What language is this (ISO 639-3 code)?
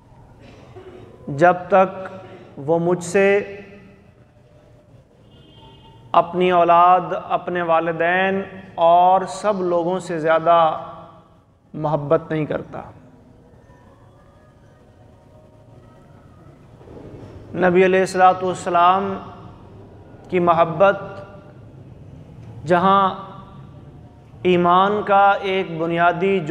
urd